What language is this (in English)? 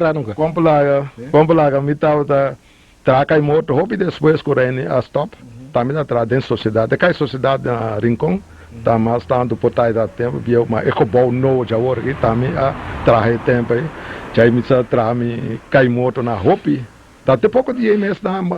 Papiamento